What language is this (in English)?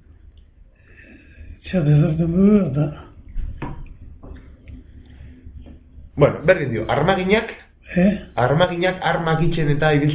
Basque